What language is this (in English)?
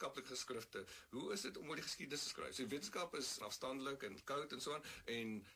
Afrikaans